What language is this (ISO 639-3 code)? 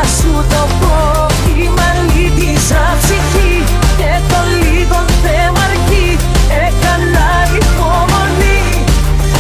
ell